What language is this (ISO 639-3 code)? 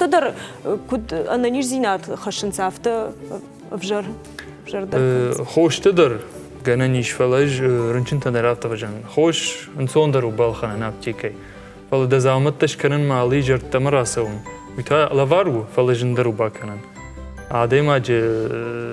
oss